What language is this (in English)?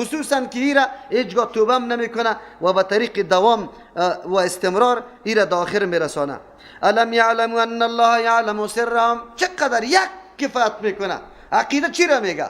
Persian